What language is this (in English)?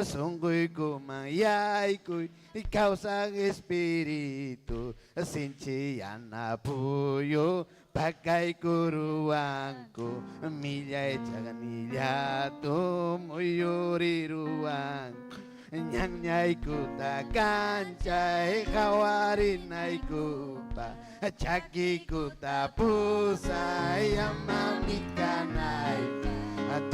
Ayacucho Quechua